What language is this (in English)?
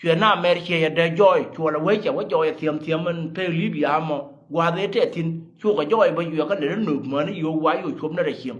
Nuer